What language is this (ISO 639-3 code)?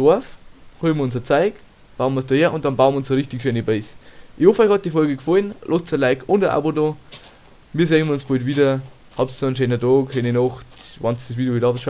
bar